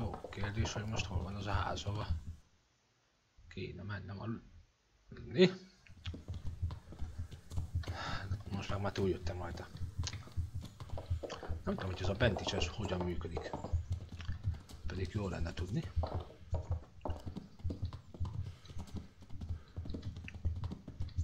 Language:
Hungarian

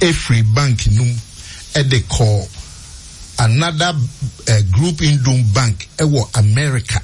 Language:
Akan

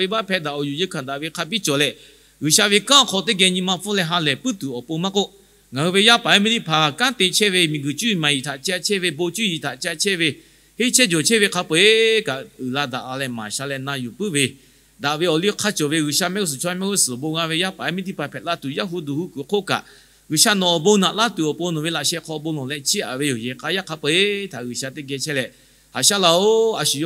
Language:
Lahu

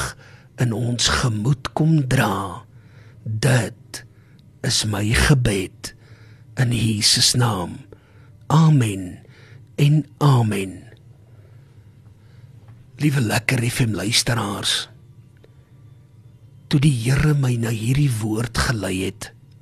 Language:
Afrikaans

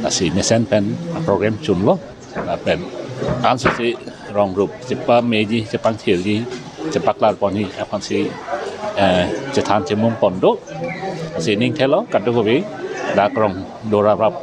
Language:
Karbi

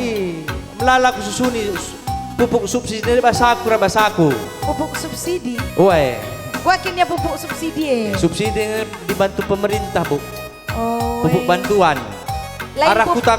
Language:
Batak Karo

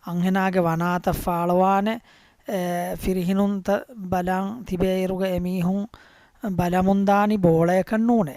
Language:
Divehi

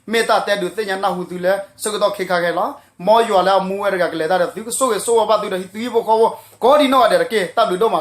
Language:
S'gaw Karen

